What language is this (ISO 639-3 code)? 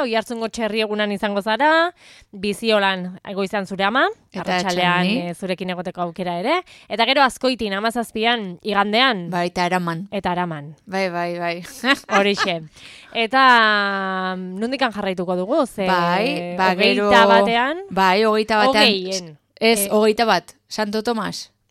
eus